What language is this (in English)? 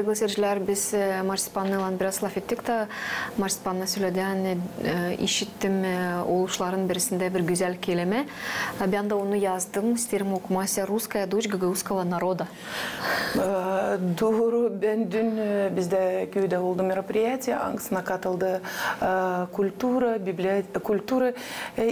Gagauz